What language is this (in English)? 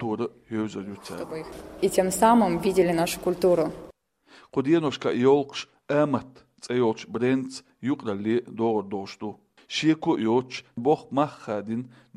Chechen